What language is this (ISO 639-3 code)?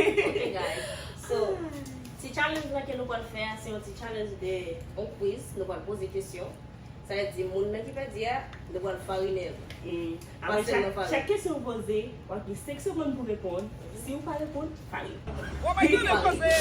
hat